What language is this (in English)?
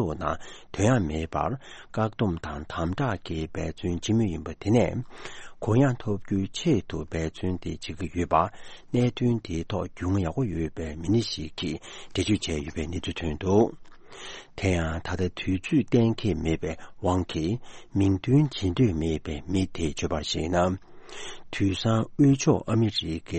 Tibetan